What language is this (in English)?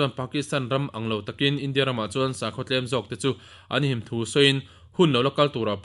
Mizo